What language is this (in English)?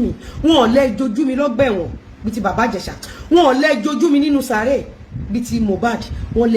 Yoruba